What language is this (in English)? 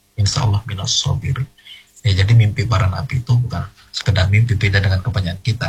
Indonesian